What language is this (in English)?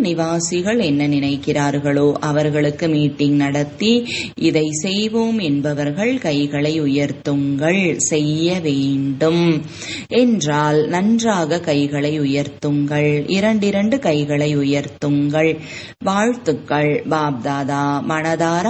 Tamil